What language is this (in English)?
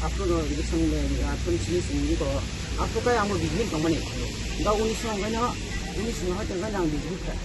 Kok Borok